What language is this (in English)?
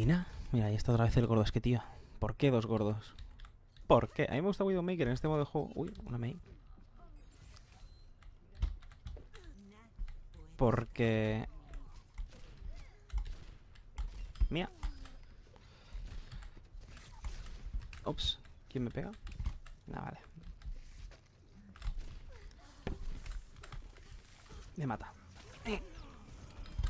Spanish